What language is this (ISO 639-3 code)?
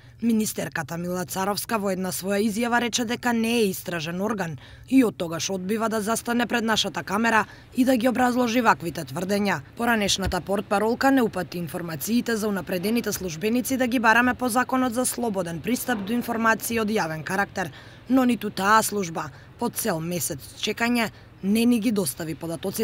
mkd